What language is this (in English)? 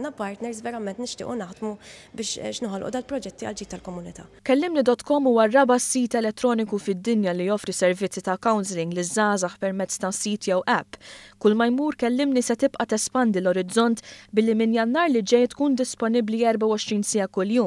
Maltese